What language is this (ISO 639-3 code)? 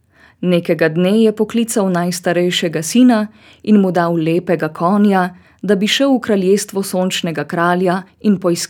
slv